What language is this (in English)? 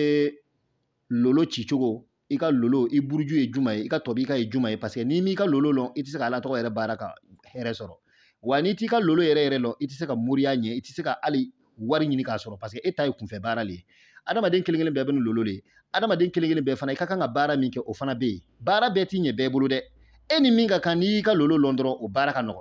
Bambara